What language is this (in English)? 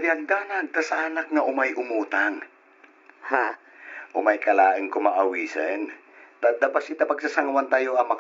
Iloko